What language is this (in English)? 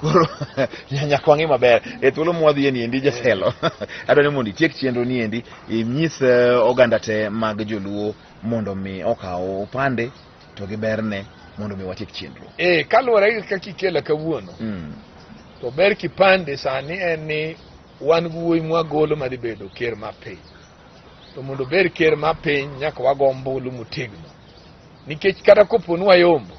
Luo (Kenya and Tanzania)